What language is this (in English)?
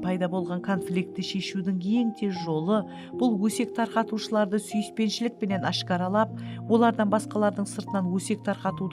Kara-Kalpak